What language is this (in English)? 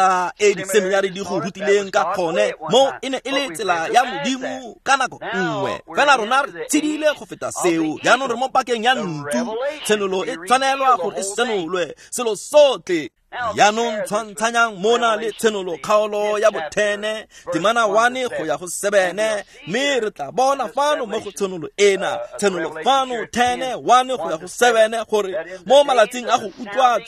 Tswana